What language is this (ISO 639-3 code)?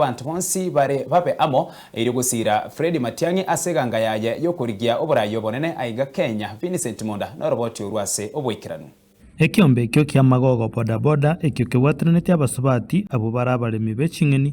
guz